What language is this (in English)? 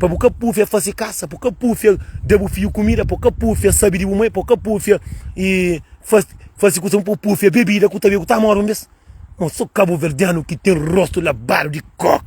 Kabuverdianu